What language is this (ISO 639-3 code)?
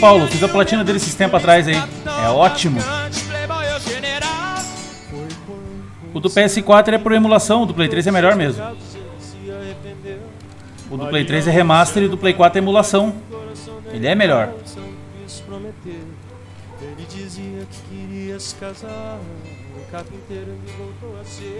por